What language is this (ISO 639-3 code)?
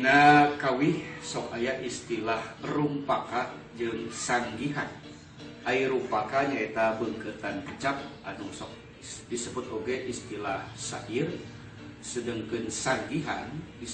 sun